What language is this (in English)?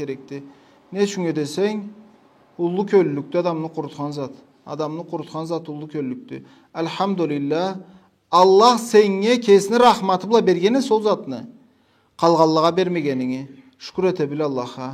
Karachay-Balkar